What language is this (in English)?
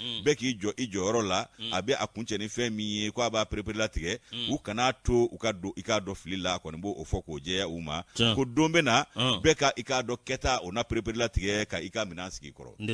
Bambara